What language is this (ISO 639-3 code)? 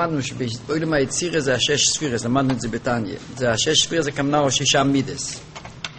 heb